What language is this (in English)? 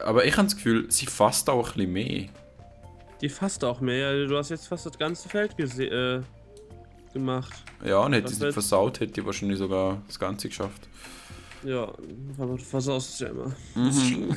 Swiss German